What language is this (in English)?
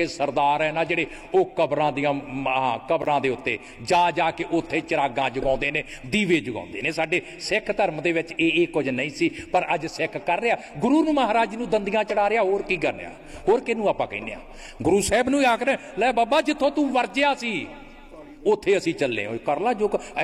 Punjabi